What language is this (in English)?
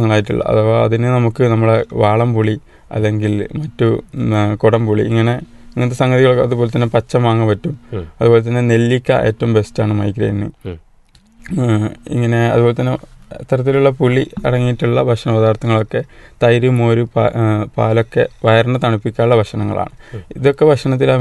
Malayalam